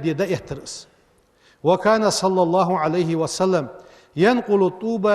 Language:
Ingush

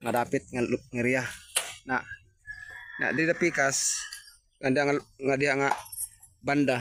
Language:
Cebuano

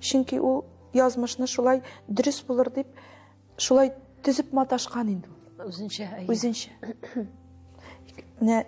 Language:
Tatar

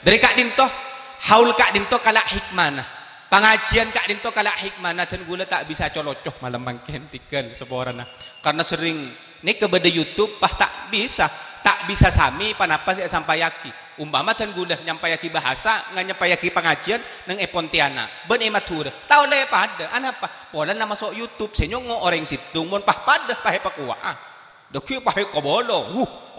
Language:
Madurese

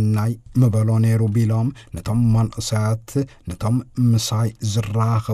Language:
Tigrinya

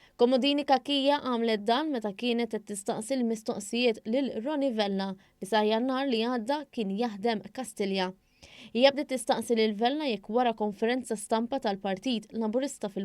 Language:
Maltese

